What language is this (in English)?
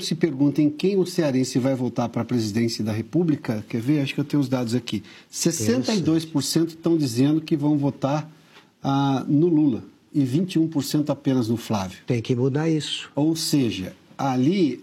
Portuguese